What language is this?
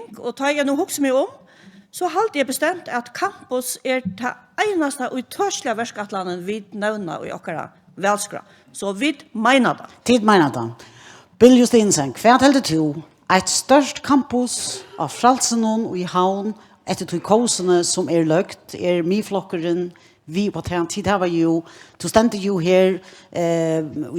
Faroese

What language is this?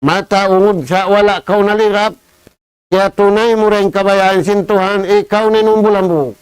Tausug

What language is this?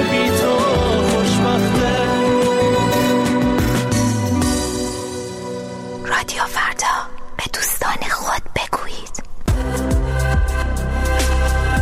Persian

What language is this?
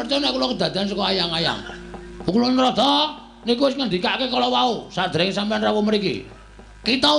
Javanese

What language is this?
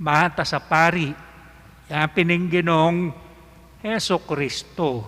Pampanga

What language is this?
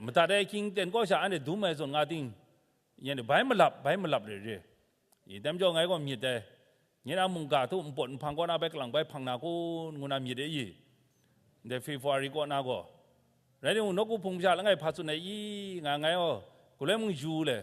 Kachin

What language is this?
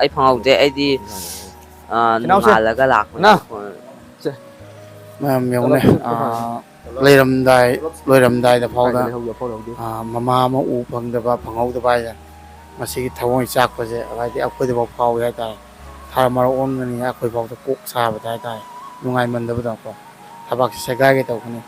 Manipuri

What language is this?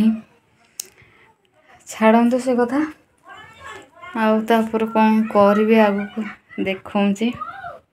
Odia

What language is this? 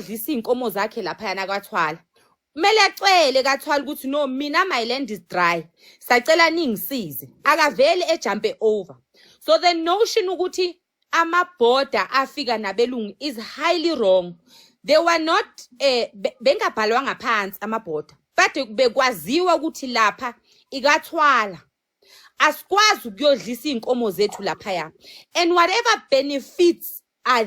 Zulu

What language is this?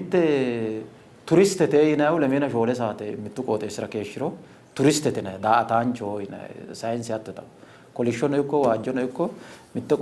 Sidamo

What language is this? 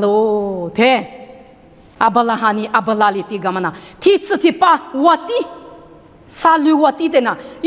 Lisu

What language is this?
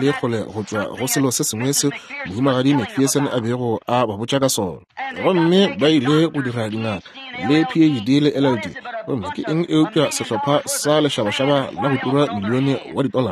Northern Sotho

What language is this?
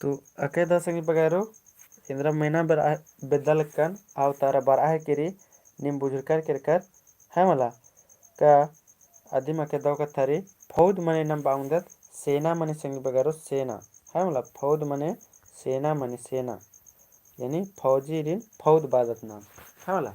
Kurukh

